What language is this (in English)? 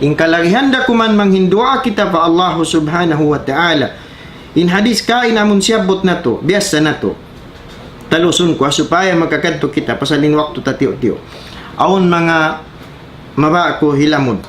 Tausug